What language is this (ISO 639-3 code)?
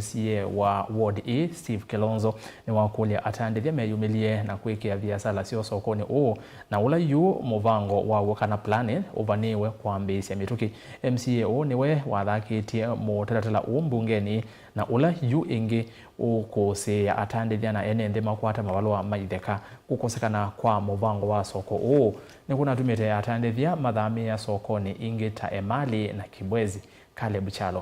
kam